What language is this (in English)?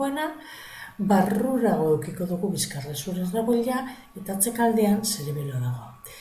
Basque